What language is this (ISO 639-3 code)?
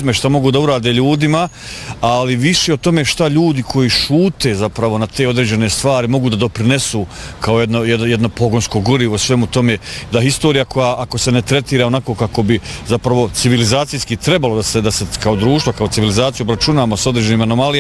bos